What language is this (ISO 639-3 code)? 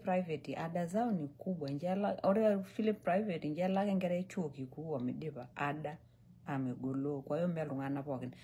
mas